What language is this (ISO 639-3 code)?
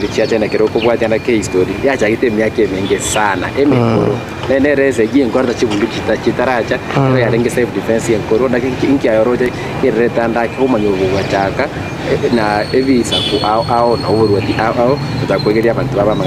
guz